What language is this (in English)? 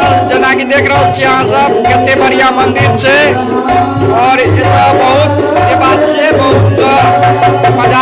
Maithili